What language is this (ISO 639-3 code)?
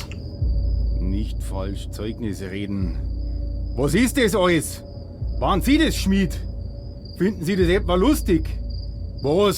bar